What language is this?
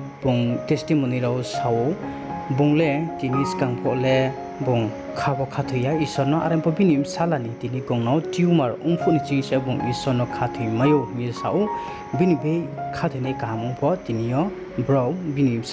Riang (India)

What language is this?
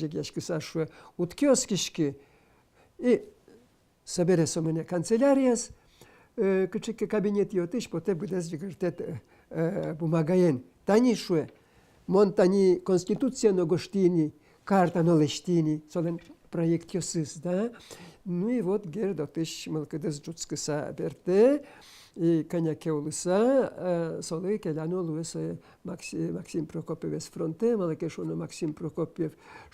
Udmurt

